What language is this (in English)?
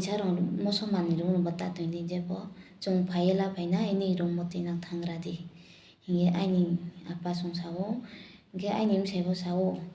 Riang (India)